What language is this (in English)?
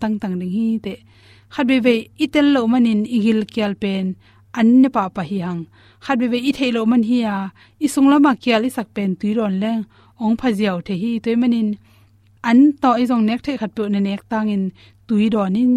Tedim Chin